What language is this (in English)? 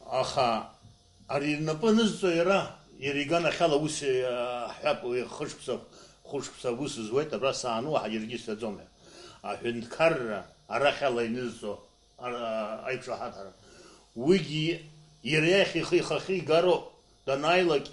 Abkhazian